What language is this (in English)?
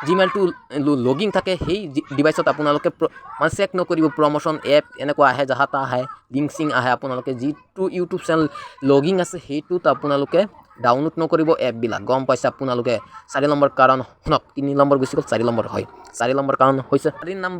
Assamese